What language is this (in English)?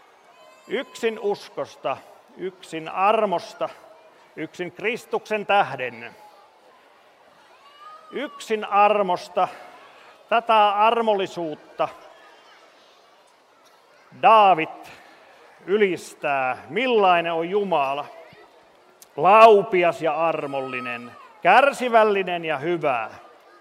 Finnish